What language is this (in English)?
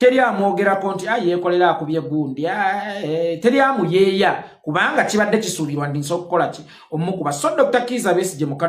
Ganda